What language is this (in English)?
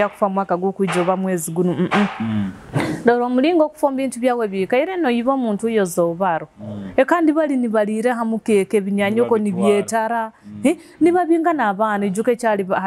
Nyoro